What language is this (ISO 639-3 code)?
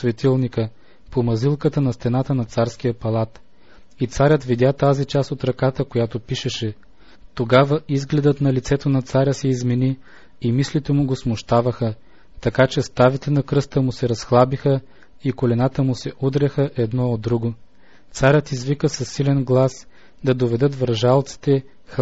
bul